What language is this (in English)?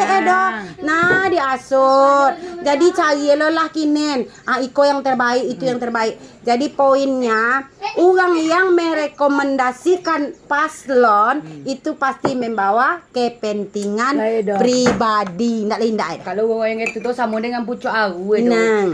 Minangkabau